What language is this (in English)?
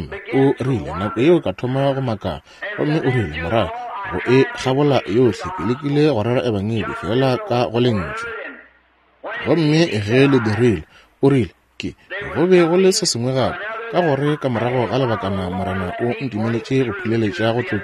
Northern Sotho